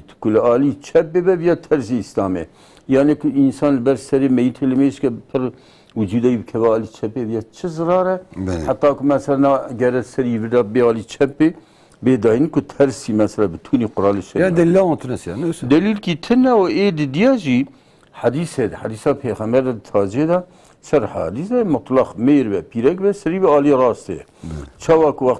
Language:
Kurdish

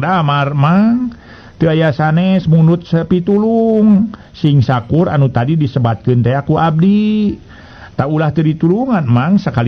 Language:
Sundanese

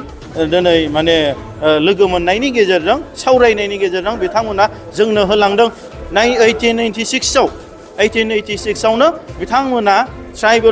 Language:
Bodo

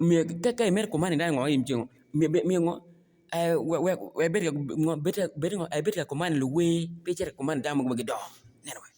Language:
Acoli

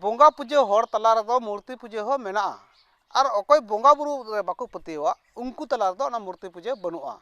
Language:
Santali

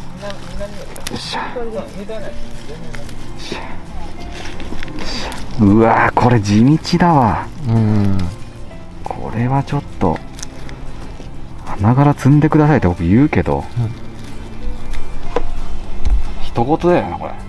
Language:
Japanese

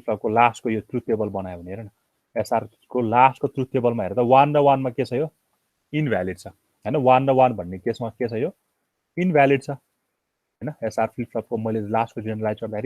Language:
Nepali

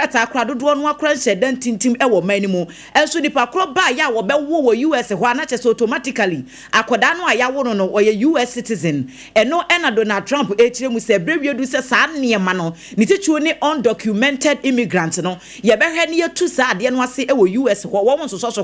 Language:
Akan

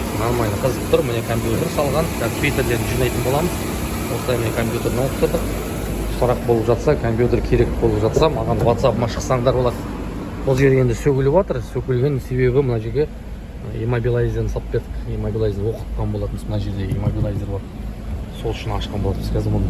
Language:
Kazakh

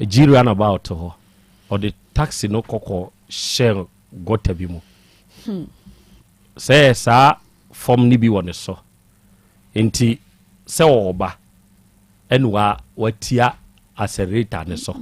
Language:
Akan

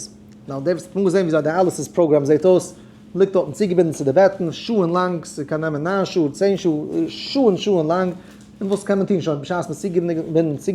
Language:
Yiddish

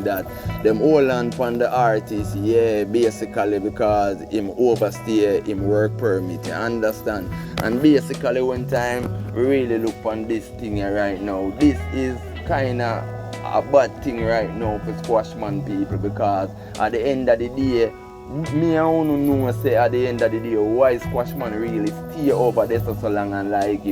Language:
Jamaican Creole English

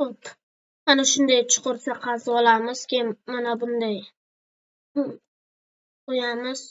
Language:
Uzbek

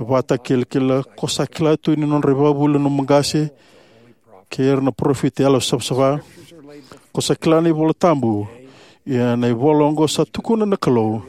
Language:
Fijian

